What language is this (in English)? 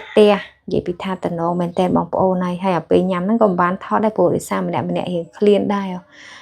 Khmer